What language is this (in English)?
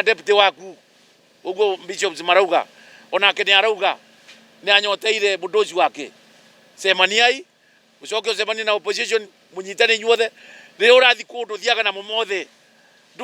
Kikuyu